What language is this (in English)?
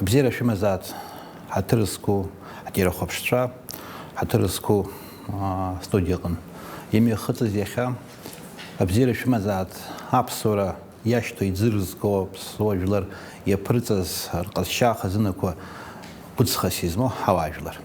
Abkhazian